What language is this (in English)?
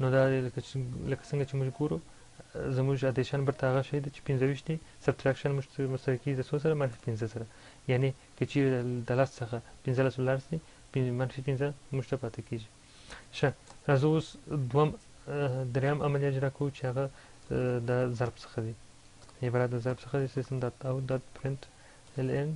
Pashto